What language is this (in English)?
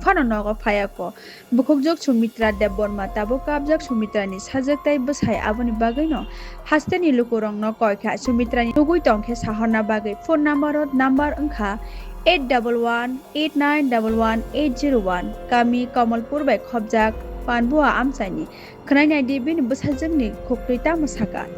Kok Borok